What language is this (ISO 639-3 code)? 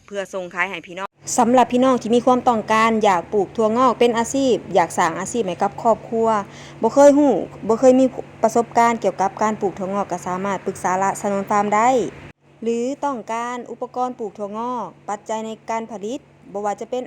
tts